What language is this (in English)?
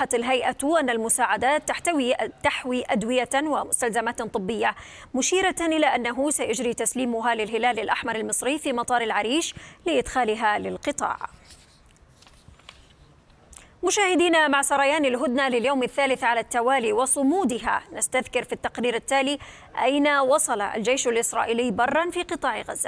Arabic